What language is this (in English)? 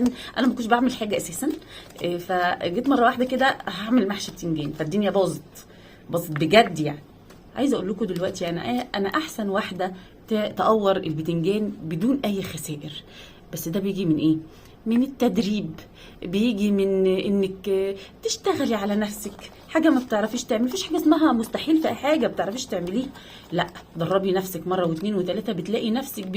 Egyptian Arabic